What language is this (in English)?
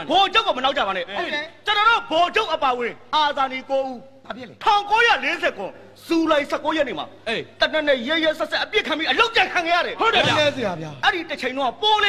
Burmese